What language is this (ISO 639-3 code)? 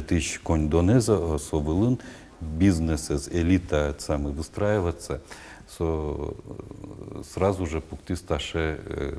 udm